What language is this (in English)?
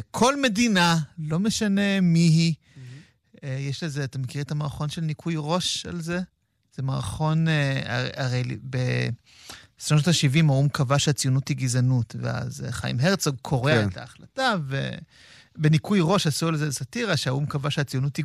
Hebrew